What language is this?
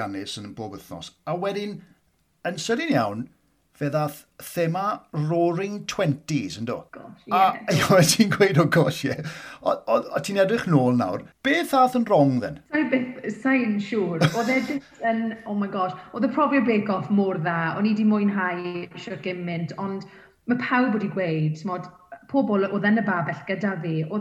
Welsh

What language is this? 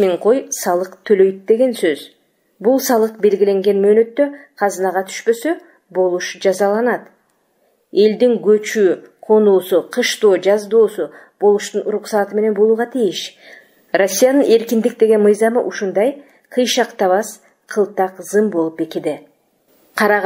Kyrgyz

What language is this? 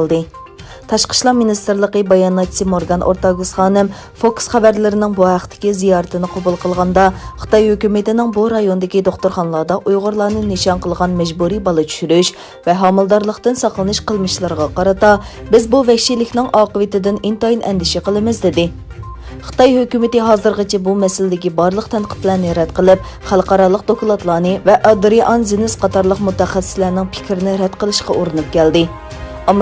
Uyghur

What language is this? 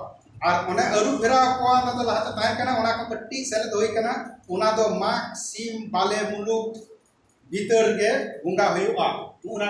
Santali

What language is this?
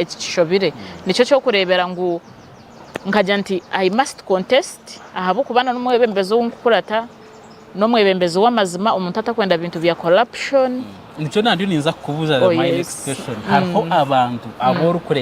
Nyankole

